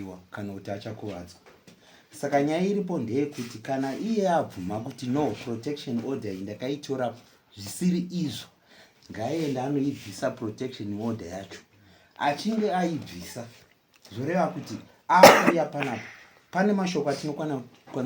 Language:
Shona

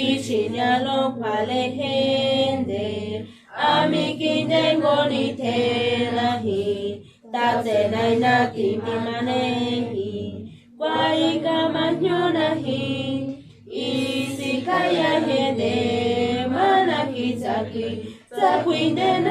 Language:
San Jerónimo Tecóatl Mazatec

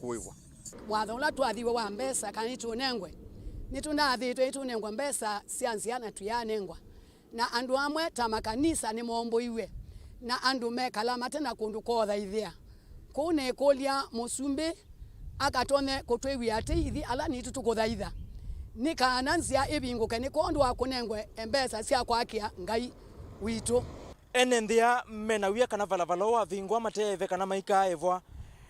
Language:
Kamba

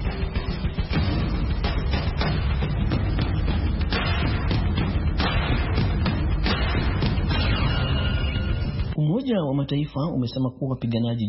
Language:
Swahili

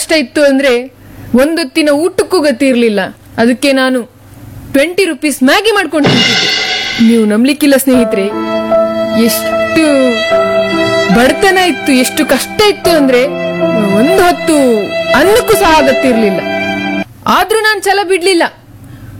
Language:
Kannada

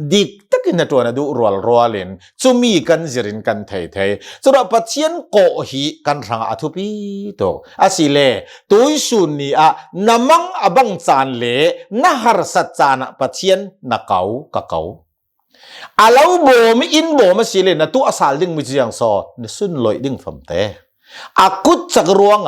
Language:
Hakha Chin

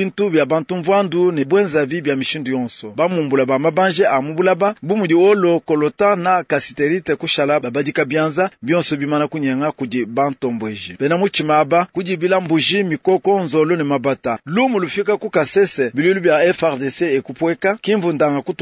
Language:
Luba-Lulua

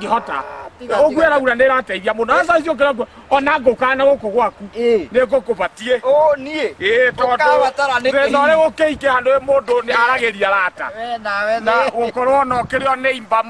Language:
Kikuyu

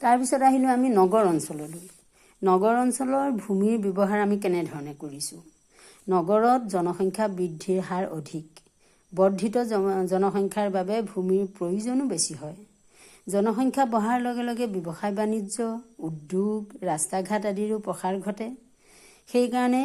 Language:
Assamese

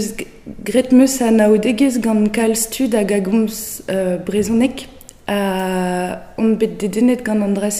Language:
Breton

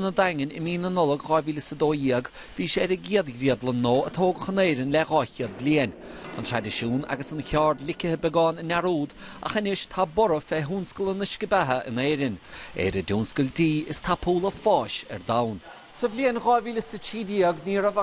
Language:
Irish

